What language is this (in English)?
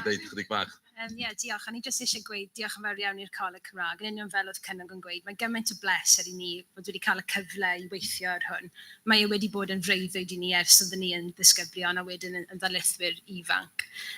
Welsh